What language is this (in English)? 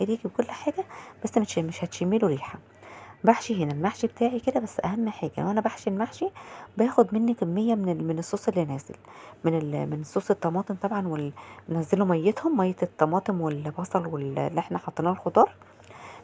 Egyptian Arabic